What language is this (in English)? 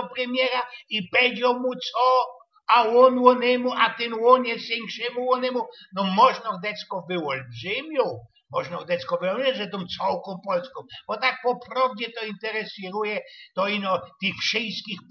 Silesian